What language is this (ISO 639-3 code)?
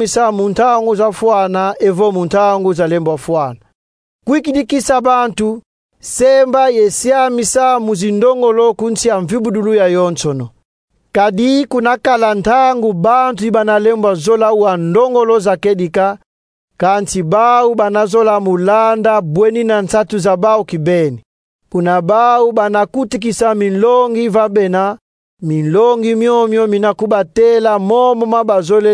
kon